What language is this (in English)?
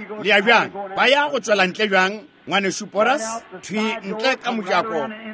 Northern Sotho